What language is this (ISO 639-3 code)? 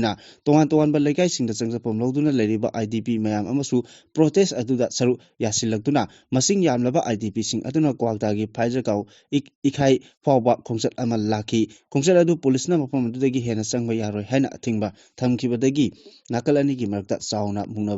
mni